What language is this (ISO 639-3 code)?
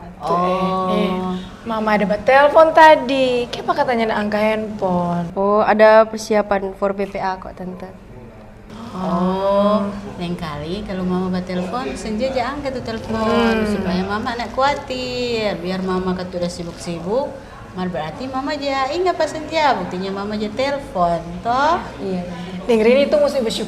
xmm